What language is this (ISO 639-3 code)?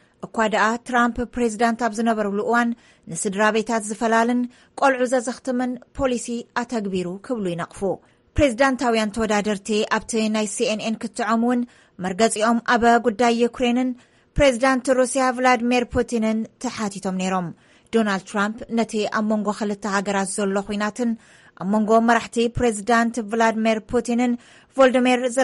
tir